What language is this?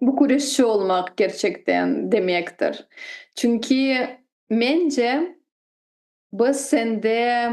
Crimean Tatar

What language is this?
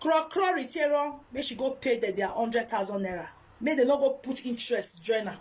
Nigerian Pidgin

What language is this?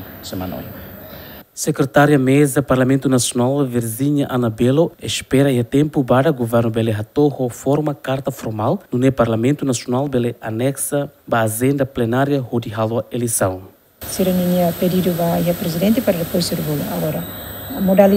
Tetum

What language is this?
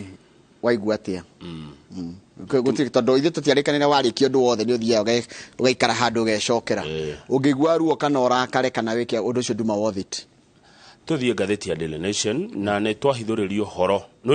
Kikuyu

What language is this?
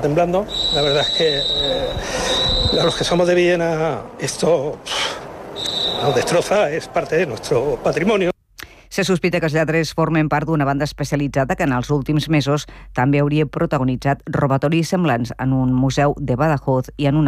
Catalan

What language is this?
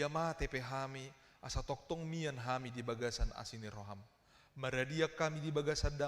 Batak Toba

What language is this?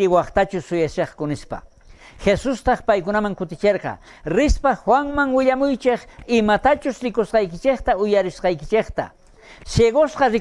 South Bolivian Quechua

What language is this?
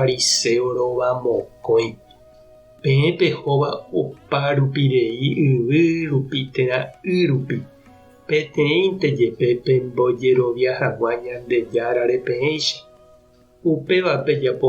Guarani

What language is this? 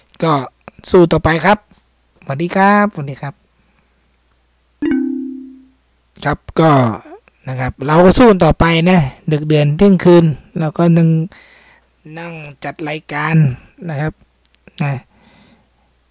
Thai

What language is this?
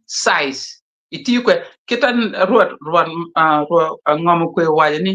Acoli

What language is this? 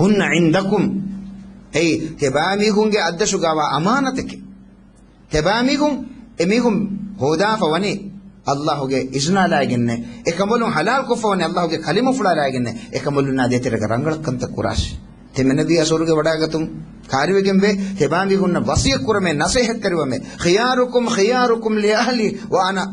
Divehi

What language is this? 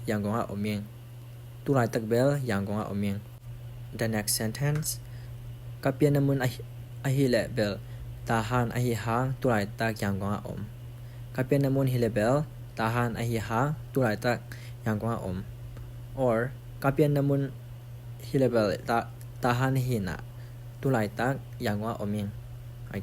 Tedim Chin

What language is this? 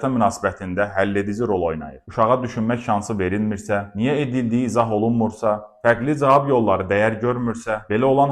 Azerbaijani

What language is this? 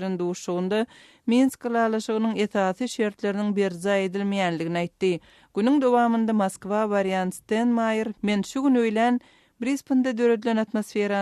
Turkmen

